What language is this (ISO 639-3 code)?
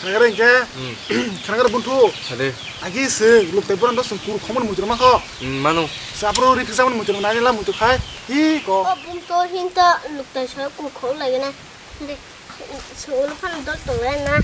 trp